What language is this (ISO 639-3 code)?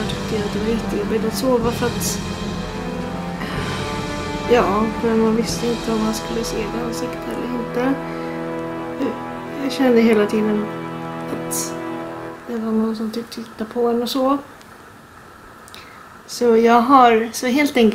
swe